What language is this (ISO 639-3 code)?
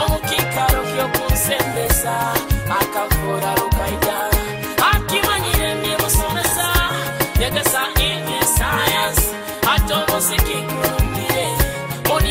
nyo